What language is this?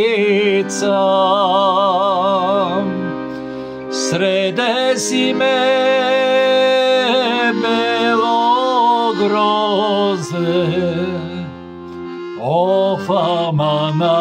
Serbian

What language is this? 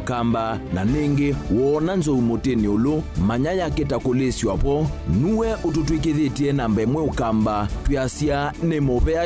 Kamba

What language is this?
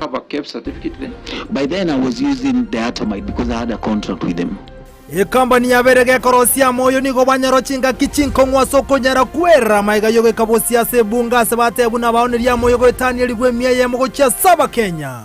Gusii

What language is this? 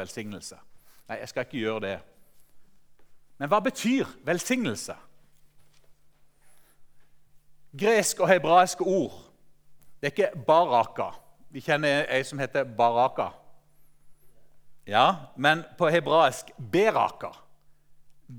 Norwegian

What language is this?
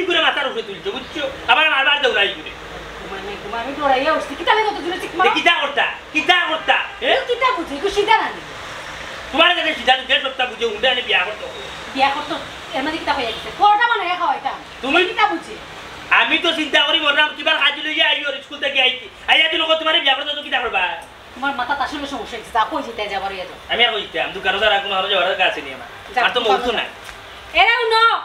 Sylheti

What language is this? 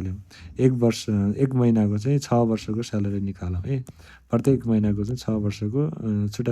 Nepali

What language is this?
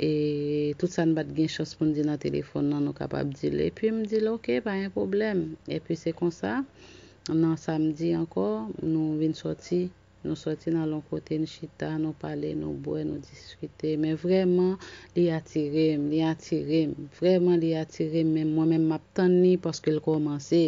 Haitian Creole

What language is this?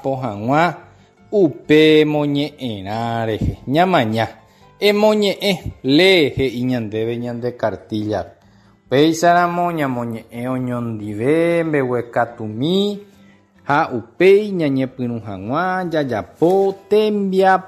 Guarani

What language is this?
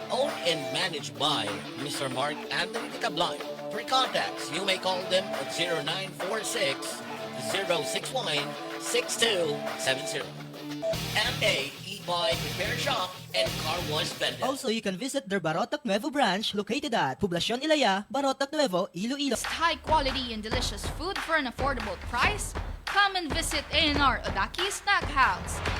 Hiligaynon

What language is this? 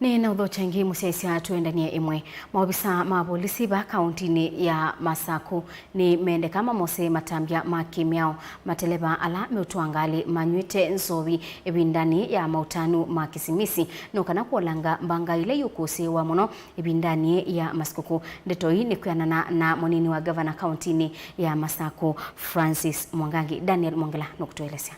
Kamba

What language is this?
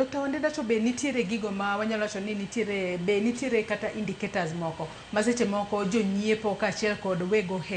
Luo (Kenya and Tanzania)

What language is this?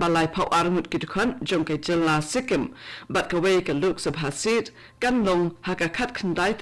Khasi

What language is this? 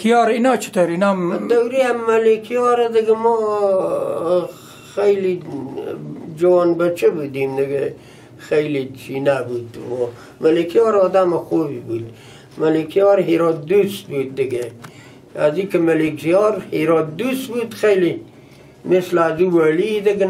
Persian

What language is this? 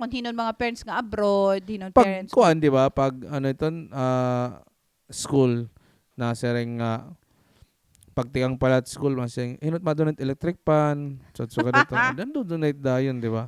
Waray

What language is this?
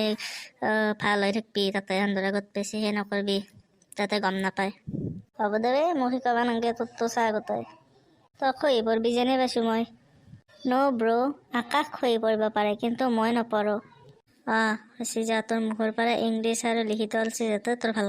Assamese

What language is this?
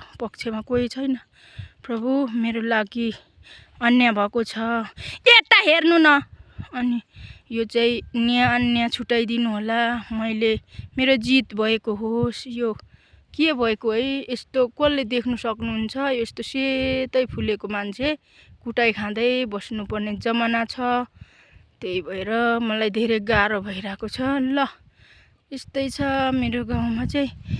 Nepali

